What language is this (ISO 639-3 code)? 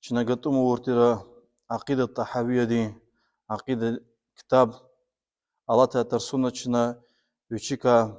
lez